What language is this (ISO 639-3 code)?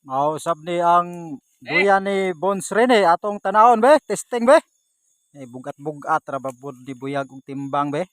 ceb